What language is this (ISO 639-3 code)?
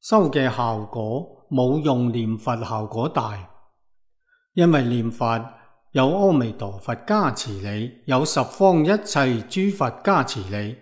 yue